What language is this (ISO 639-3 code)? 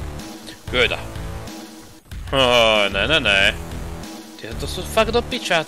slk